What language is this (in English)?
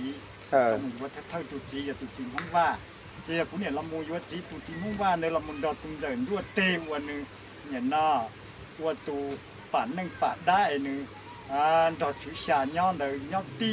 Hmong